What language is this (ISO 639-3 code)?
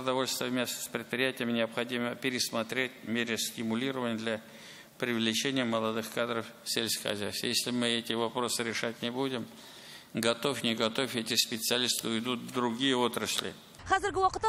tat